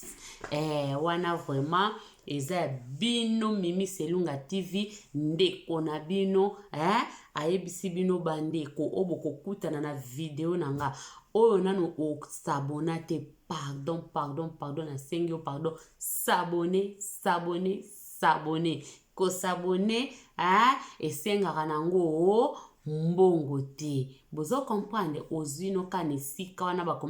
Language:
Lingala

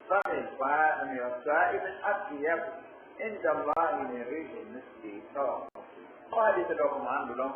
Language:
Pular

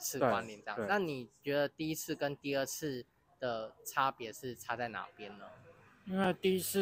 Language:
Chinese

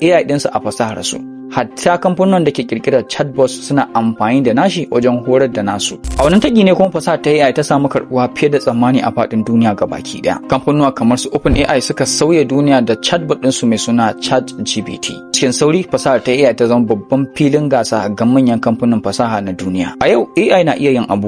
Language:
Hausa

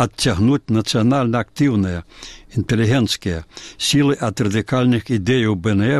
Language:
Belarusian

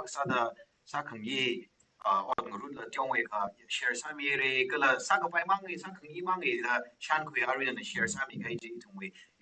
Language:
Tangkhul Naga (India)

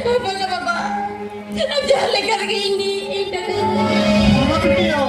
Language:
Santali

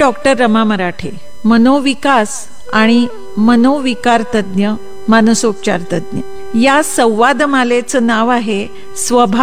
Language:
Marathi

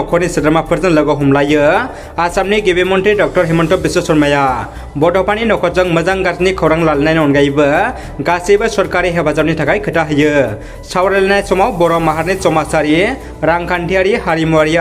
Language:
Bodo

